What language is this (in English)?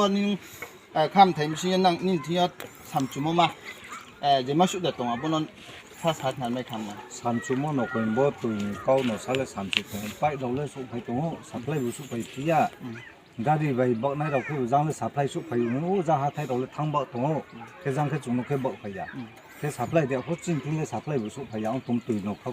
Riang (India)